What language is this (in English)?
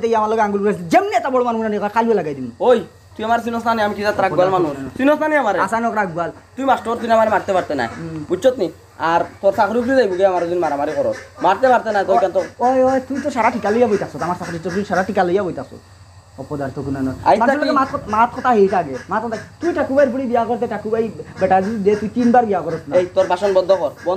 Sylheti